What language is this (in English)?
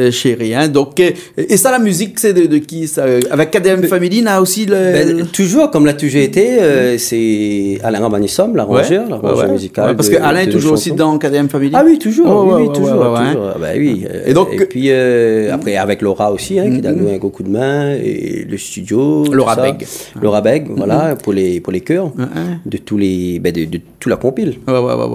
Réunion Creole French